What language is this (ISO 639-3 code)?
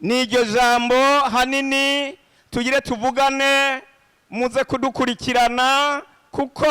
run